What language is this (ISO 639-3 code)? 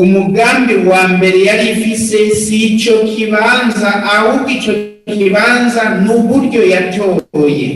run